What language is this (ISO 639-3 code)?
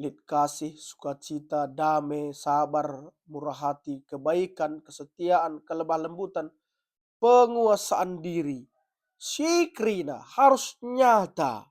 btx